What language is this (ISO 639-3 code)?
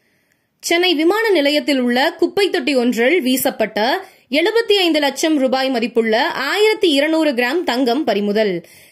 tam